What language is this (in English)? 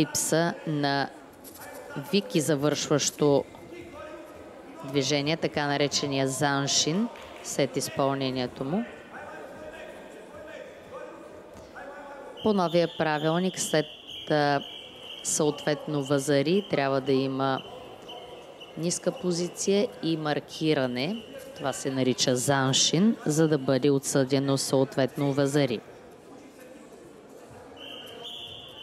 Bulgarian